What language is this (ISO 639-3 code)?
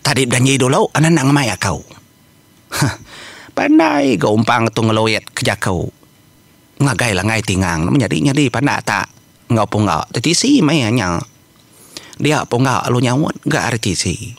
iba